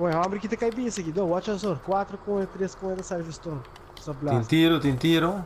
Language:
Papiamento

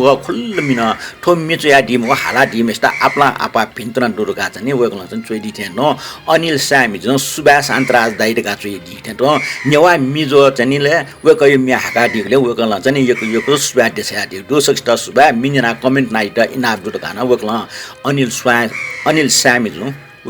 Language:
Newari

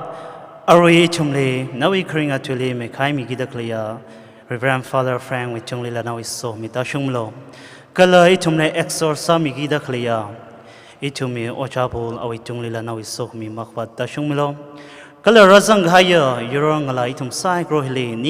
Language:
Tangkhul Naga (India)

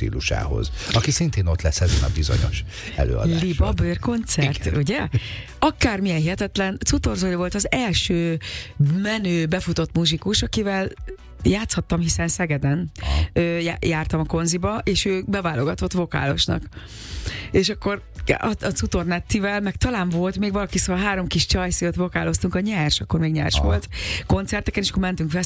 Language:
Hungarian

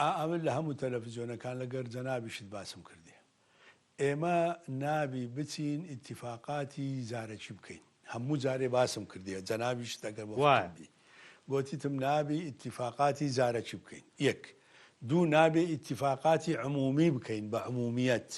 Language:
Central Kurdish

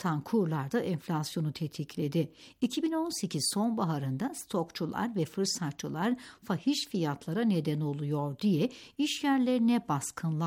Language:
Turkish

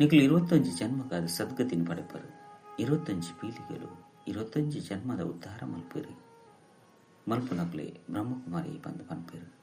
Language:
Tulu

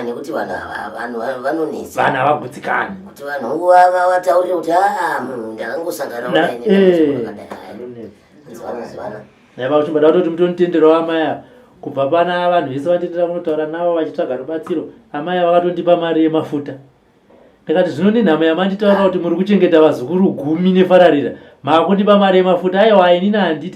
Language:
Shona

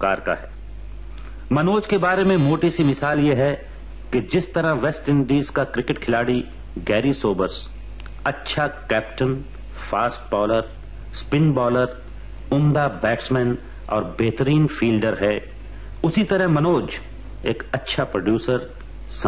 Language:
Hindi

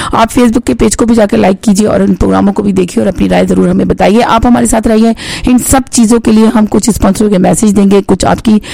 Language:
Hindi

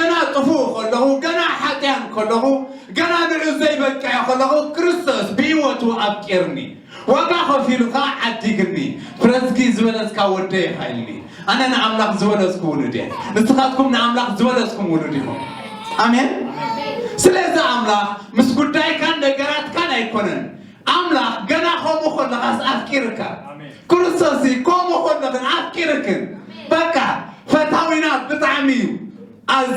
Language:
Tigrinya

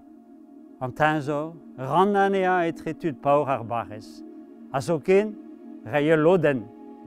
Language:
Breton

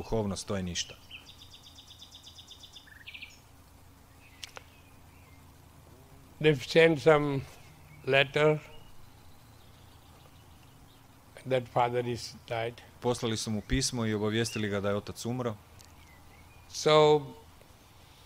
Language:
Croatian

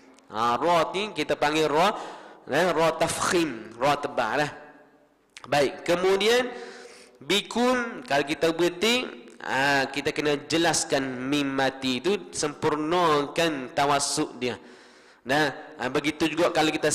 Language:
Malay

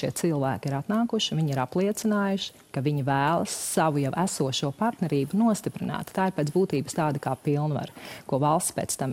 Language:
Latvian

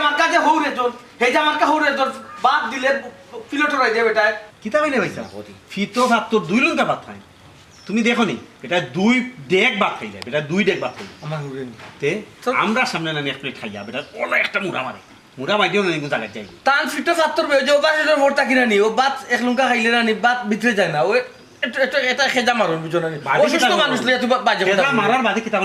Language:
Sylheti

